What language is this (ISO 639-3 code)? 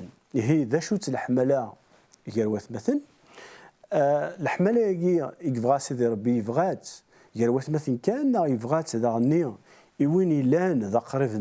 kab